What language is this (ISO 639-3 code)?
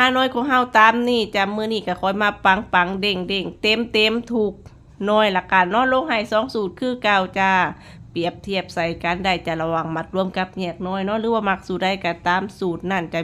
tts